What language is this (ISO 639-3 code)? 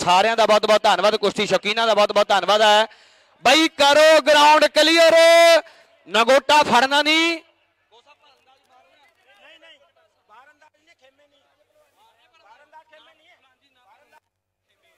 pan